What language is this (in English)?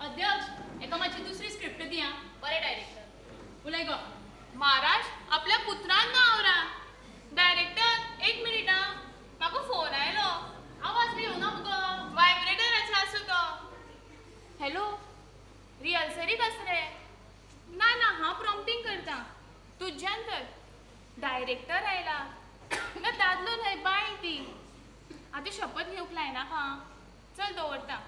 Konkani